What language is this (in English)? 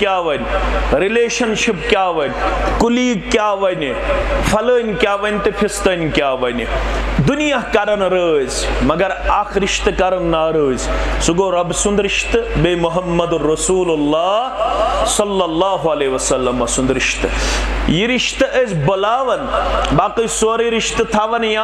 Kashmiri